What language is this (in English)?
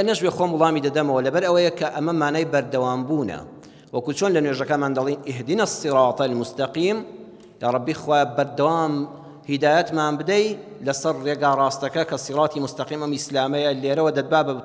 Central Kurdish